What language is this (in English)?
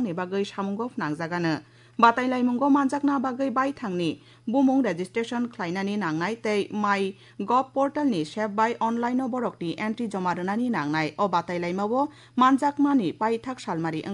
Kok Borok